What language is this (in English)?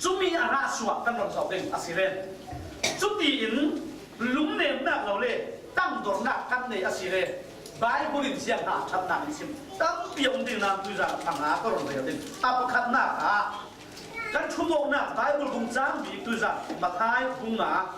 Falam Chin